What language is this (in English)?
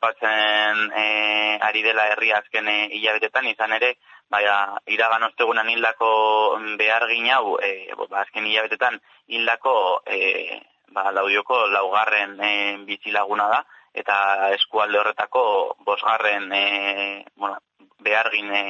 Basque